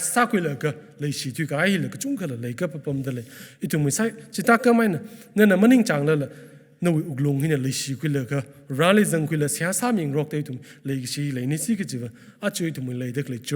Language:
Tangkhul Naga (India)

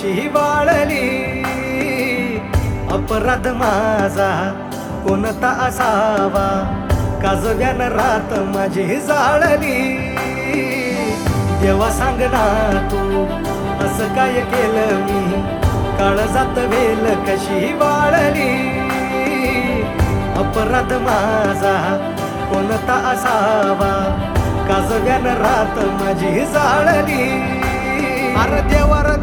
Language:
Marathi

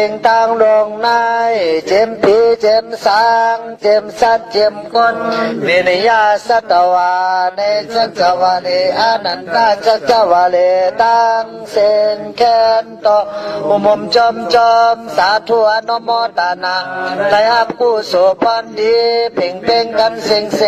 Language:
Shan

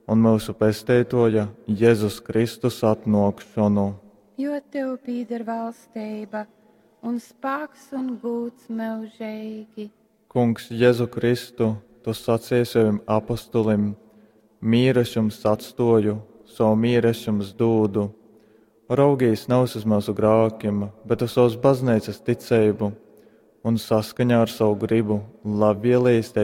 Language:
Latgalian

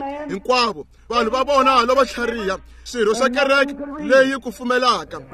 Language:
Tsonga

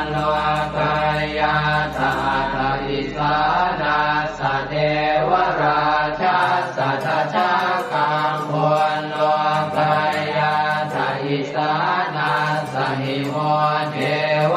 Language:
Pali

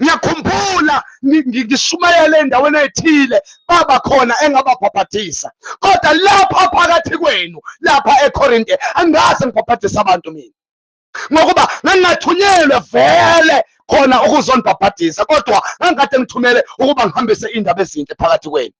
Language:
Zulu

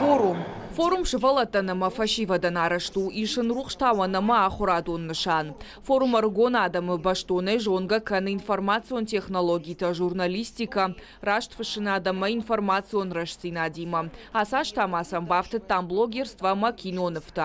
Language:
Ossetic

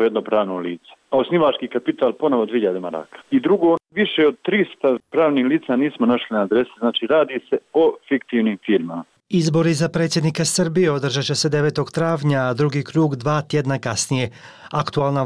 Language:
Croatian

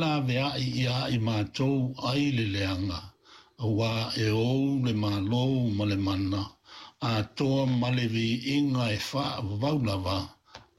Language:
Samoan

